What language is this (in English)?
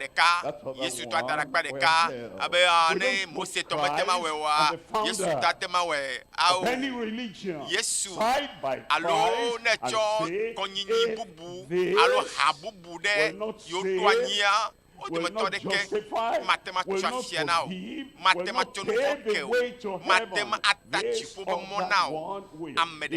Ewe